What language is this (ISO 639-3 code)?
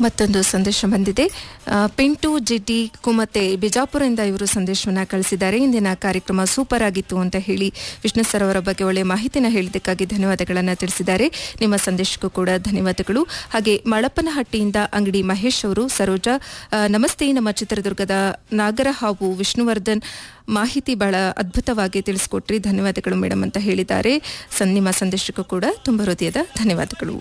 kan